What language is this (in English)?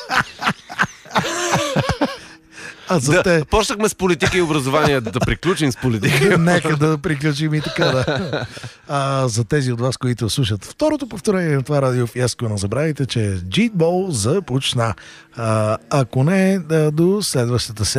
Bulgarian